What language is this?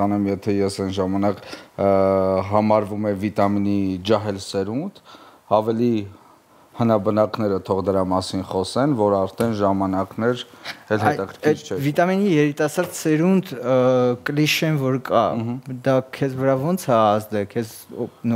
Armenian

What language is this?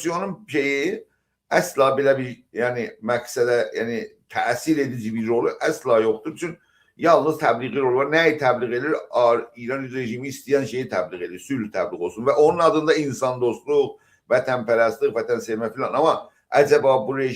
South Azerbaijani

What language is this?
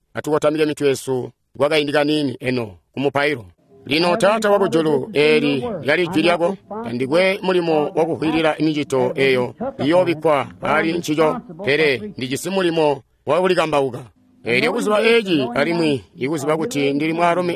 Tonga (Zambia)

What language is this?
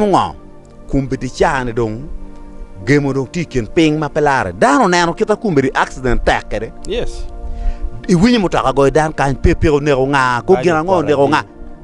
Acoli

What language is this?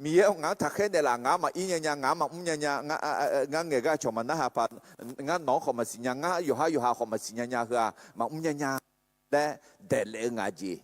Akha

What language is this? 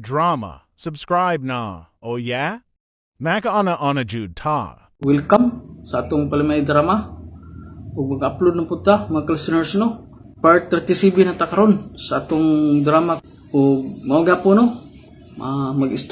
Cebuano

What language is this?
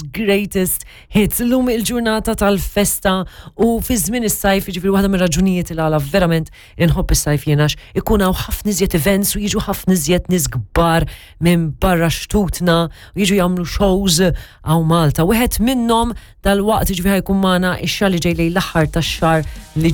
Maltese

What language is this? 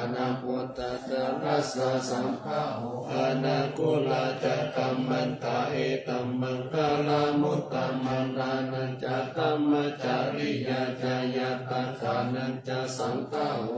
Pali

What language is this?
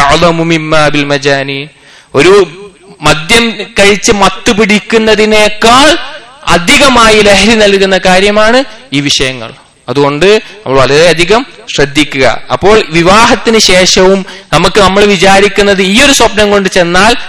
Malayalam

